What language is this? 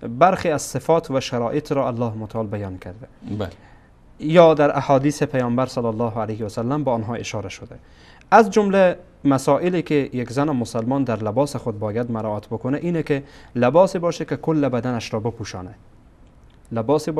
Persian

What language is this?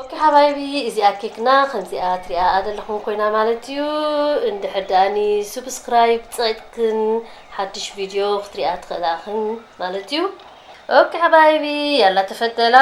Tigrinya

